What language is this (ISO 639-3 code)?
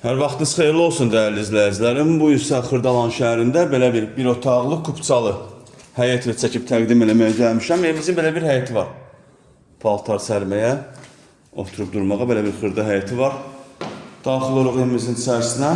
aze